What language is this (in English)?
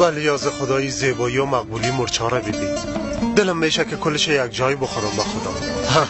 Persian